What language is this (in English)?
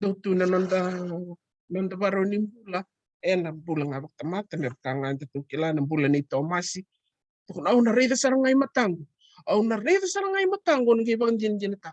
Fijian